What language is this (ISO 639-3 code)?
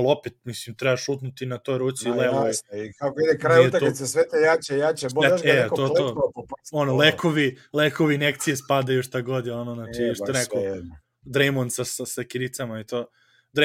srp